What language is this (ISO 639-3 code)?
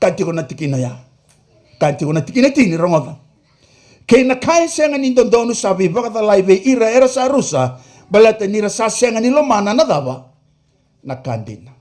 fij